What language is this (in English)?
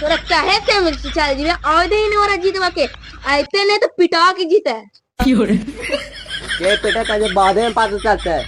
Magahi